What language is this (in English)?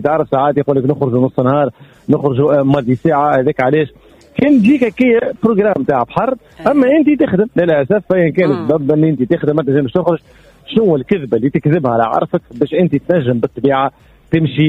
Tunisian Arabic